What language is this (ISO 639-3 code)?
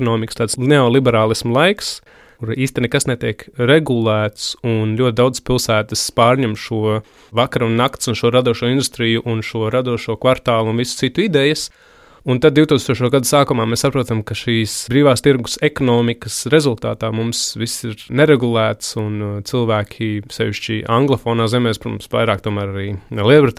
lav